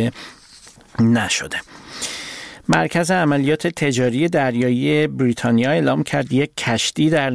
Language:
Persian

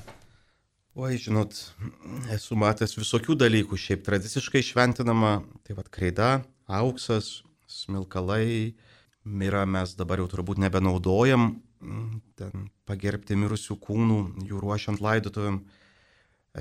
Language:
Lithuanian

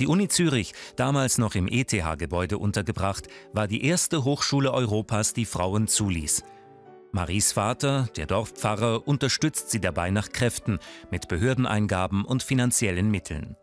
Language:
Swiss German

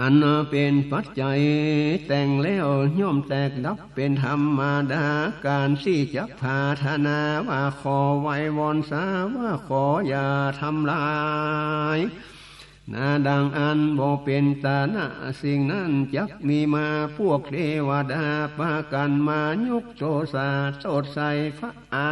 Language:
Northern Thai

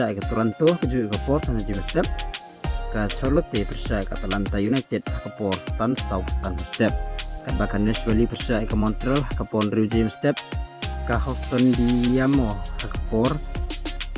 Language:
Khasi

